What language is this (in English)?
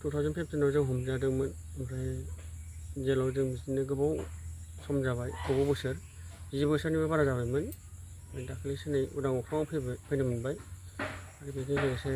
Bodo